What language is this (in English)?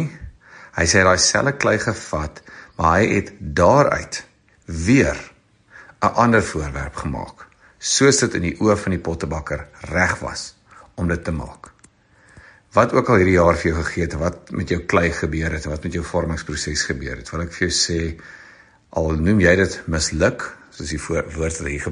Afrikaans